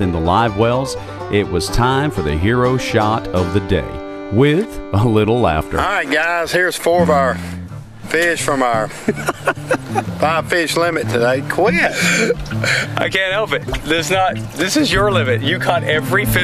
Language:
English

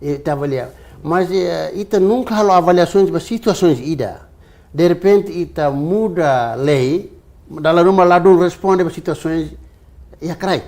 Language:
Tetum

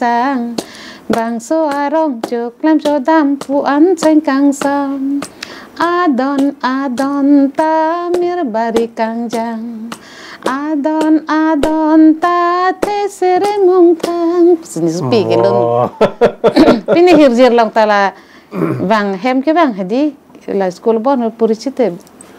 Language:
Karbi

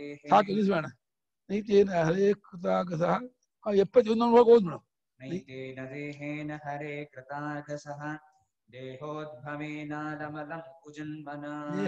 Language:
Kannada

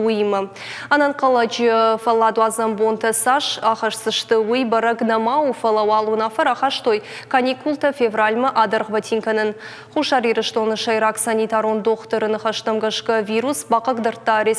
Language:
Ossetic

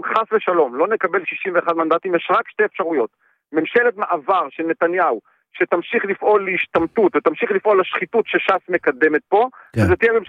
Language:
Hebrew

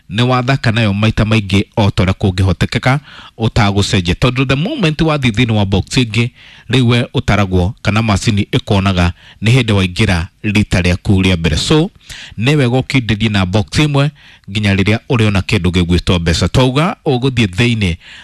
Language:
Kikuyu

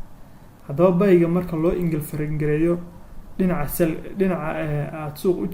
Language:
Somali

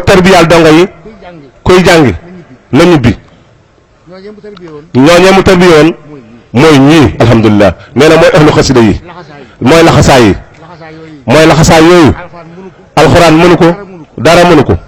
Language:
Wolof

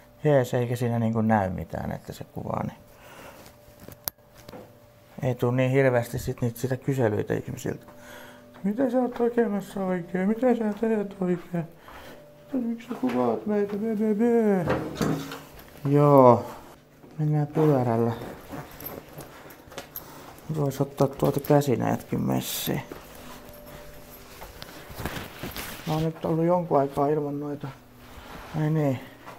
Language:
Finnish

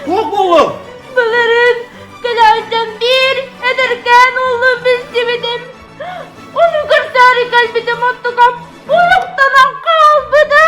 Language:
Yakut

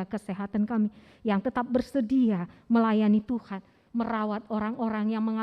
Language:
Batak Karo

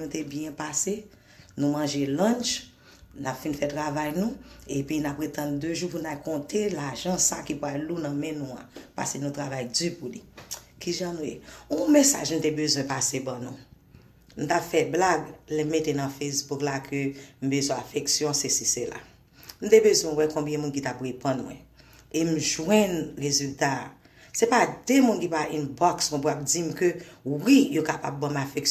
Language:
Haitian Creole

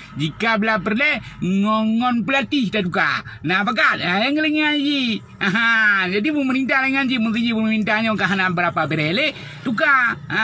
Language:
Achinese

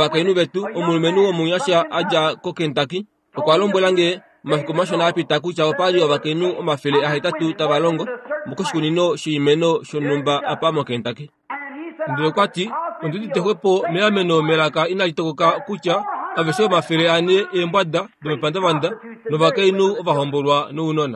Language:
Kuanyama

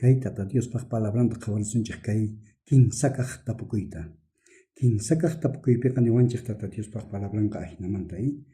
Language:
South Bolivian Quechua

